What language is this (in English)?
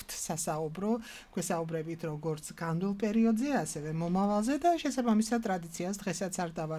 Georgian